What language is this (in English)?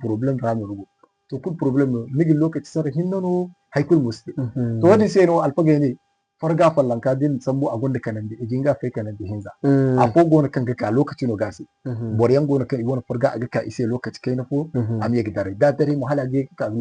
Zarma